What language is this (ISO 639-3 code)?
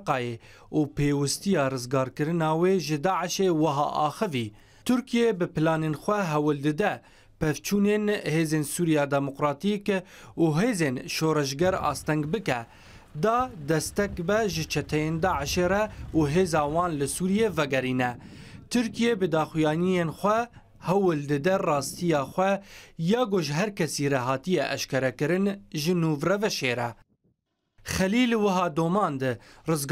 kur